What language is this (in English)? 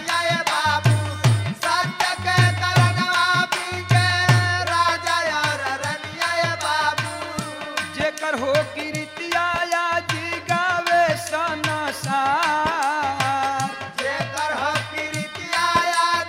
Bhojpuri